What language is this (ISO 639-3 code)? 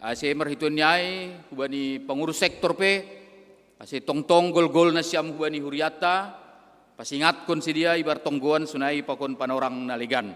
bts